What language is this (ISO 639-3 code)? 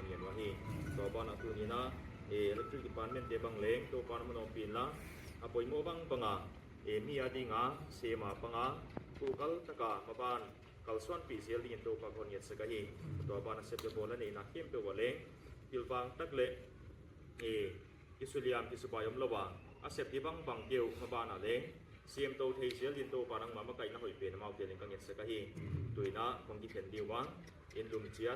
pck